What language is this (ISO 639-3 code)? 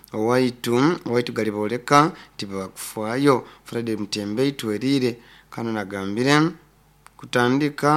nyo